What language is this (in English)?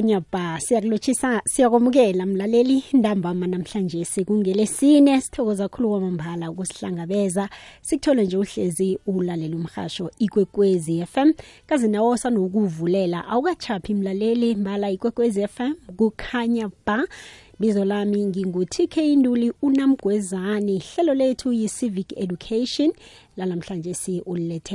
South Ndebele